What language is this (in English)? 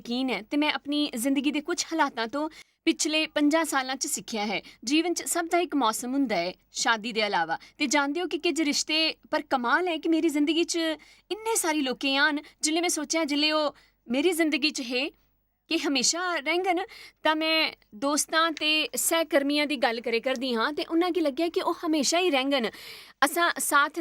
Dogri